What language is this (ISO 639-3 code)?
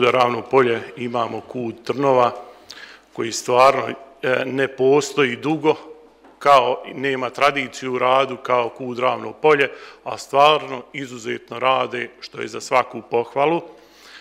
hrv